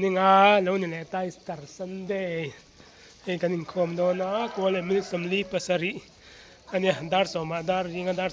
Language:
Mizo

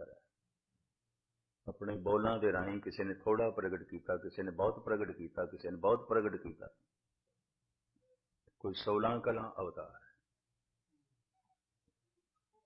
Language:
Punjabi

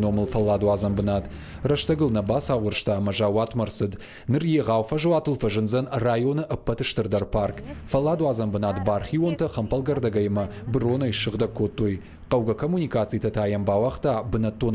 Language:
Ossetic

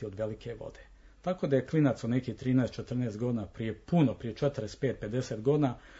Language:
Serbian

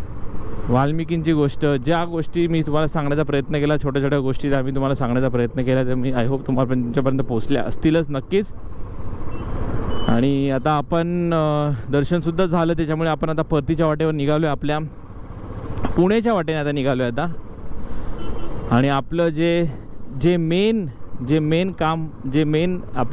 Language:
Marathi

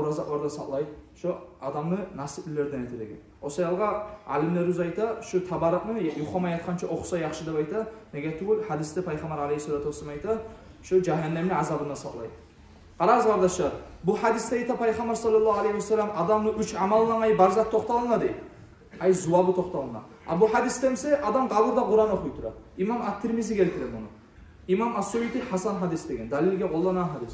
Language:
Kumyk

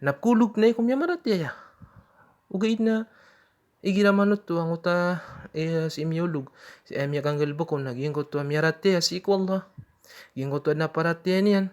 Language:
Maranao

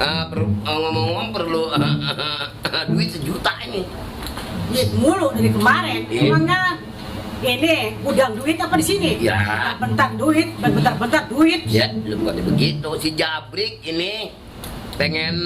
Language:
Betawi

